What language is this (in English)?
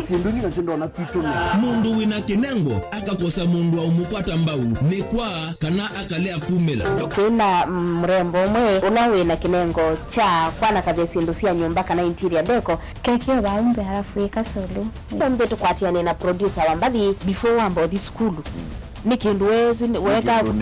Kamba